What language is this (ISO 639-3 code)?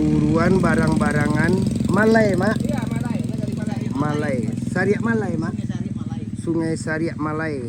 min